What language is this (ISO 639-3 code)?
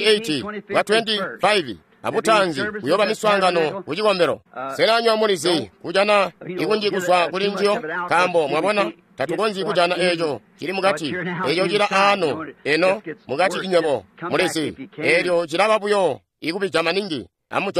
toi